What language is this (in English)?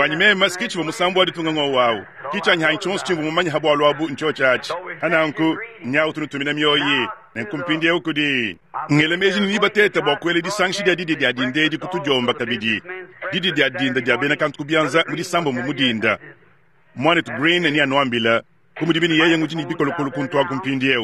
Luba-Lulua